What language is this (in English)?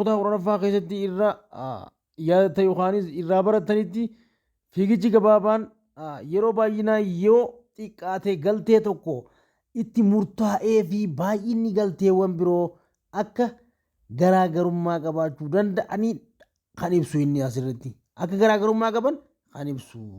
Oromo